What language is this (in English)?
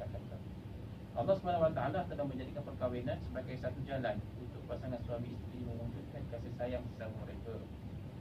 Malay